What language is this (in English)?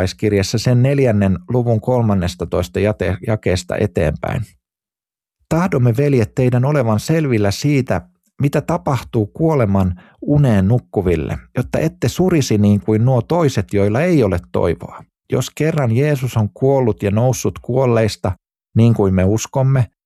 Finnish